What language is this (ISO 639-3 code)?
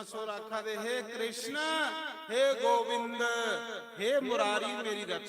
doi